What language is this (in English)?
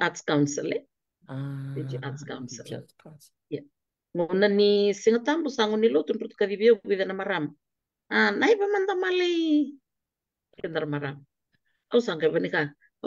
Fijian